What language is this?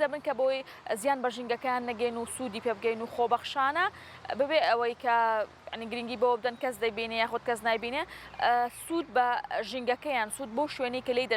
Central Kurdish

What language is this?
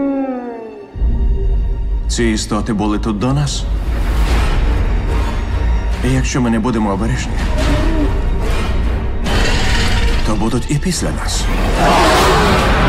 Ukrainian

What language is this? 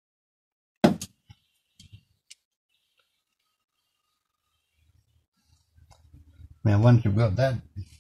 English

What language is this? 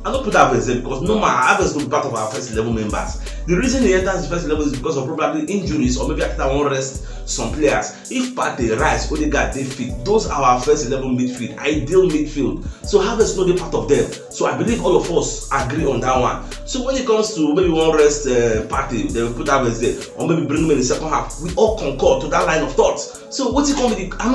Nigerian Pidgin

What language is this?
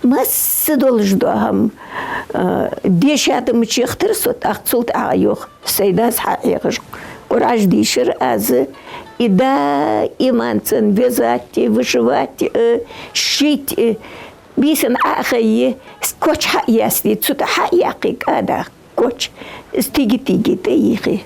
Ingush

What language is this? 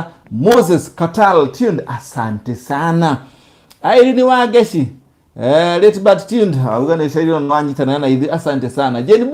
Kikuyu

